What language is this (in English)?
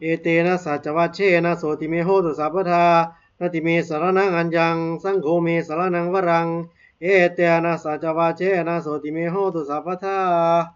Pali